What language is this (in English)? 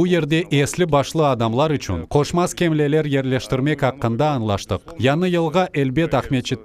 Crimean Tatar